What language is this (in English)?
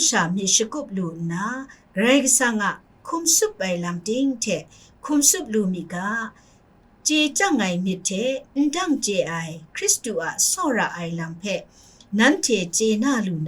Kachin